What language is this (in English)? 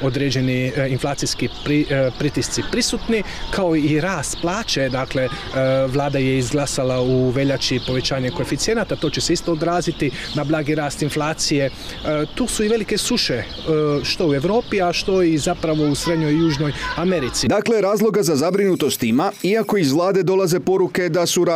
Croatian